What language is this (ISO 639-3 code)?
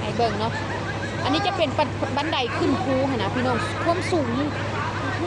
lao